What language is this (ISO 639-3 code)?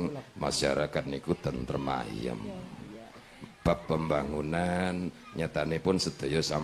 jav